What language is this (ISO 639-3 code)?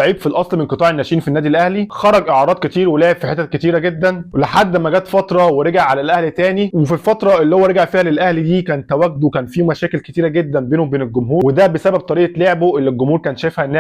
arz